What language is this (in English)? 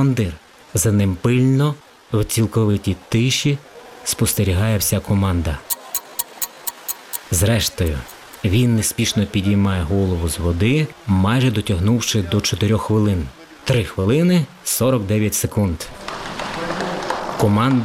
Ukrainian